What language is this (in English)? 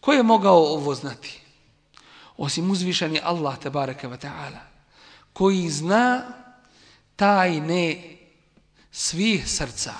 Bosnian